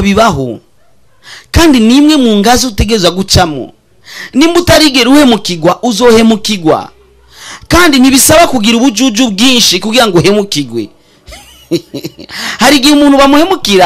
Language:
Rundi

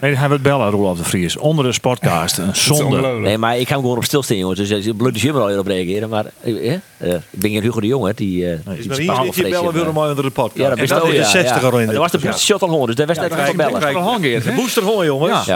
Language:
Western Frisian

